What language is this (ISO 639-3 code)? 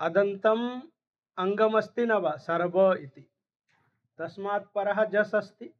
san